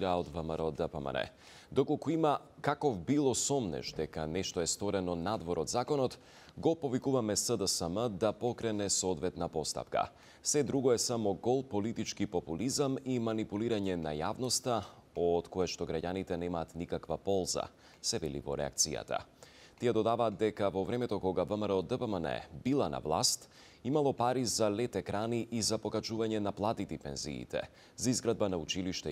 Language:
Macedonian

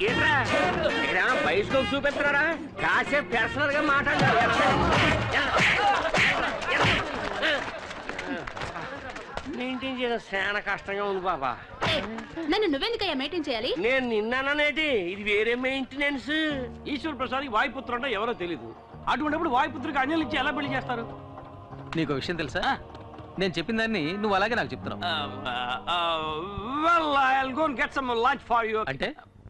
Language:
Telugu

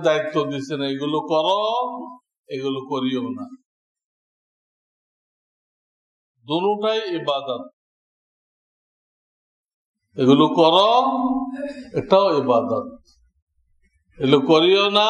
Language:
Bangla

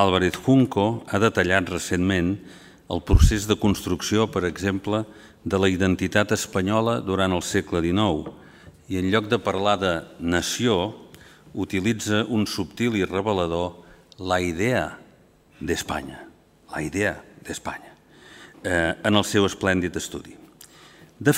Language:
Catalan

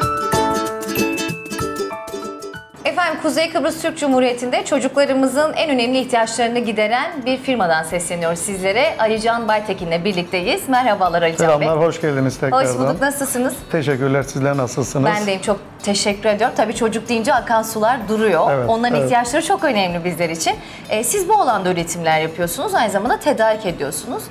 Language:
Turkish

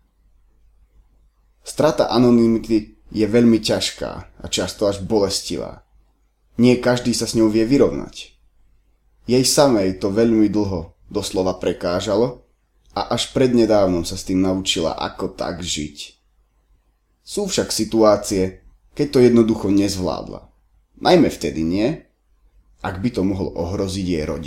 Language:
Slovak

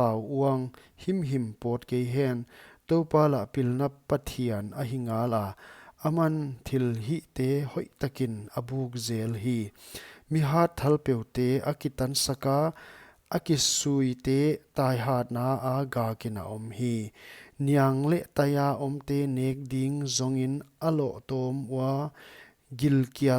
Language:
Paite Chin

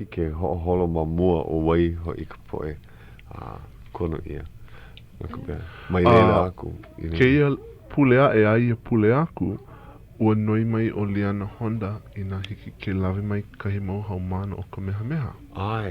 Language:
Hawaiian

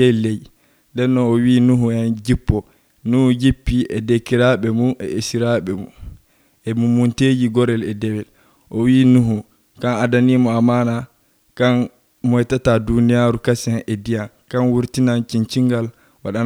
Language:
Nigerian Fulfulde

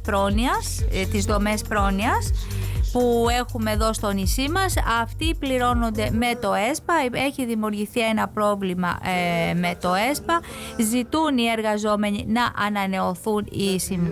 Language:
Greek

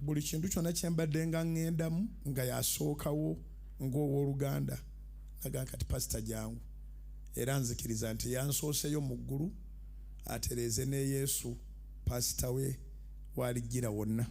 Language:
Ganda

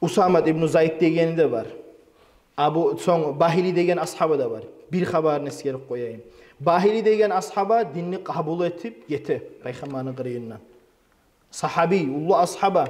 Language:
Kumyk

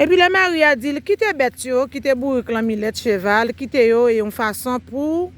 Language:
Haitian Creole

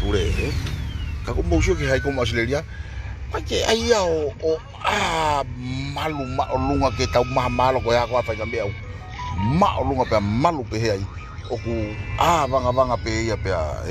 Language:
Tongan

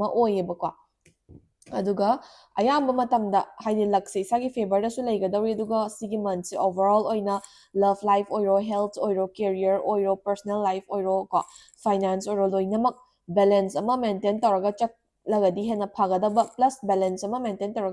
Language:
Manipuri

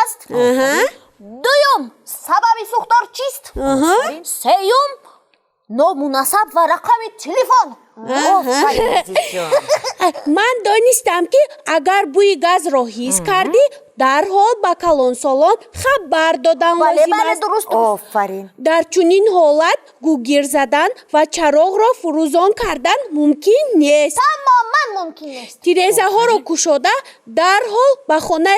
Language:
Tajik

